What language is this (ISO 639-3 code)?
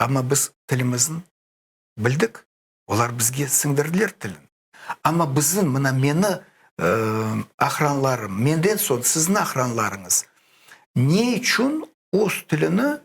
crh